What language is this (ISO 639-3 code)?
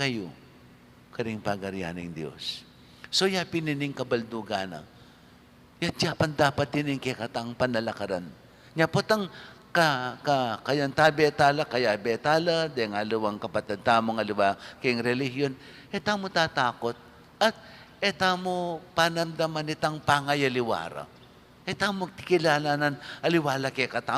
pam